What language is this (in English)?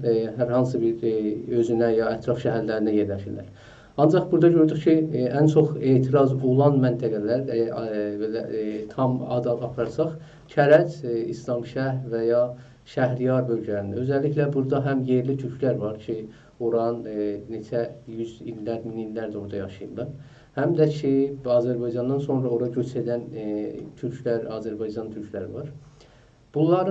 South Azerbaijani